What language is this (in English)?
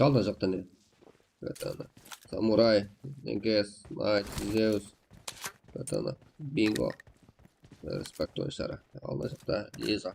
Kara-Kalpak